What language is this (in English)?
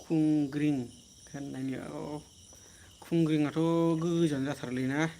Bodo